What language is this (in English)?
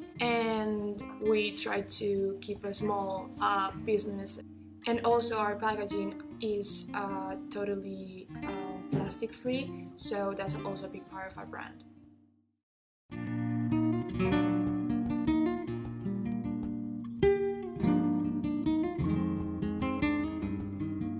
English